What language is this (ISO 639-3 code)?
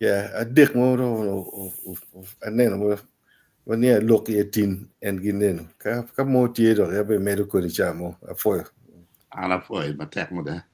ach